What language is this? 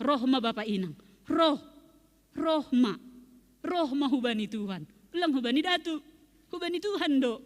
Batak Simalungun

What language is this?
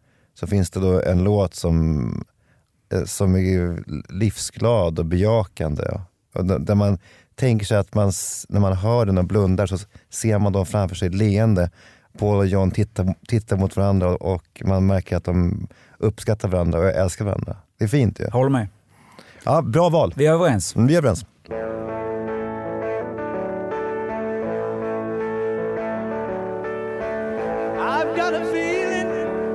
Swedish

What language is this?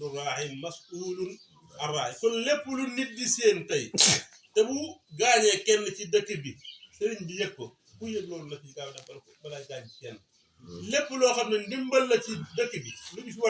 Wolof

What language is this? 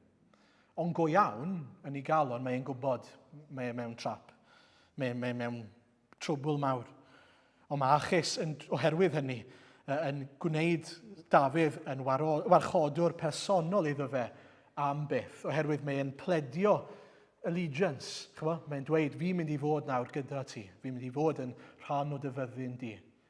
Welsh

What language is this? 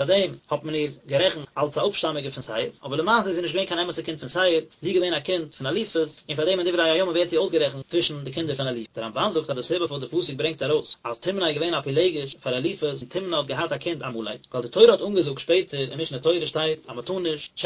Yiddish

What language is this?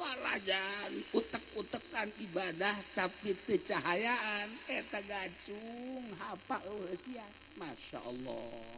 Sundanese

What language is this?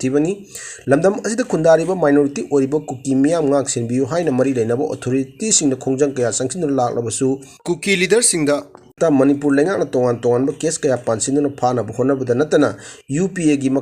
Manipuri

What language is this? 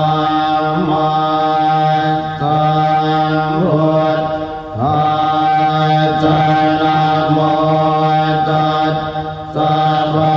Pali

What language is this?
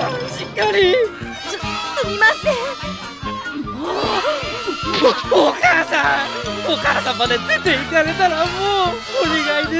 Japanese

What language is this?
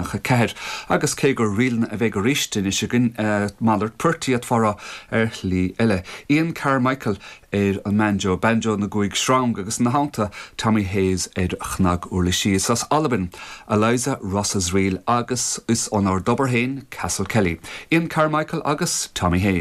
Irish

